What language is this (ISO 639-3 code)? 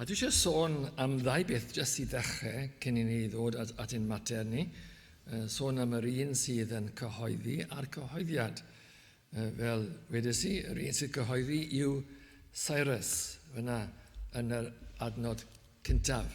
cym